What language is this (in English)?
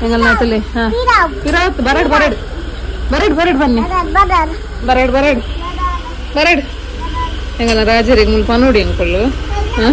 Tulu